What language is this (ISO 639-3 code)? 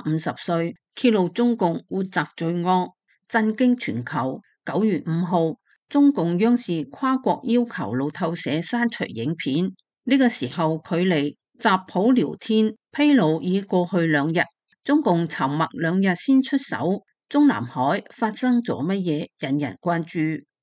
yue